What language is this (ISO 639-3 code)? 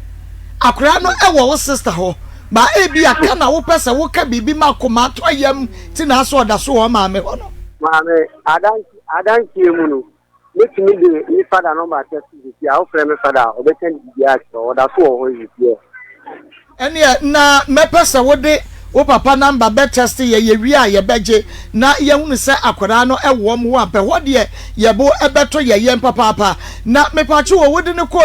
aka